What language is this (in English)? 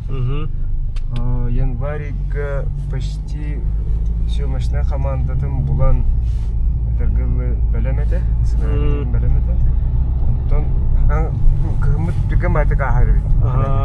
Yakut